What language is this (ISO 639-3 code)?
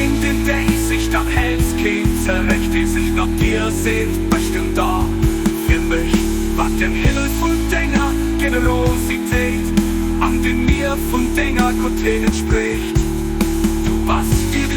ltz